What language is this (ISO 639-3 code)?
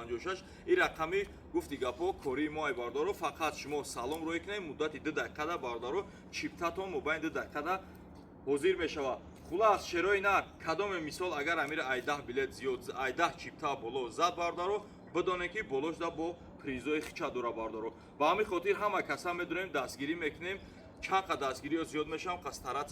tgk